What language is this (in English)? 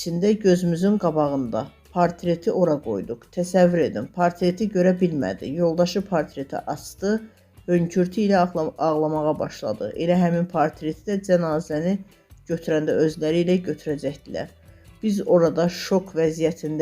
Azerbaijani